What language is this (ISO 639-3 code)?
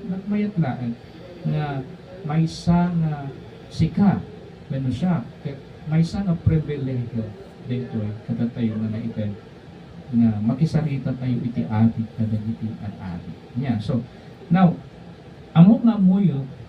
ilo